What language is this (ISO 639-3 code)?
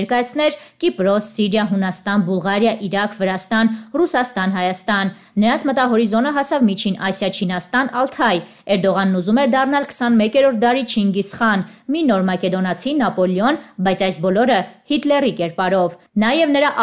hye